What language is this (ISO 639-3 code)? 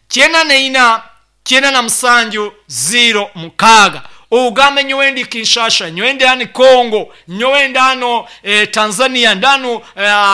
nyn